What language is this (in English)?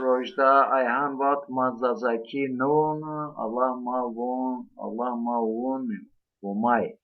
Zaza